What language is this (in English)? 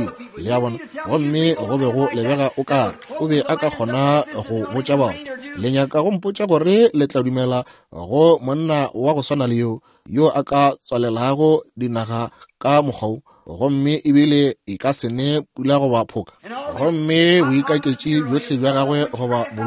Northern Sotho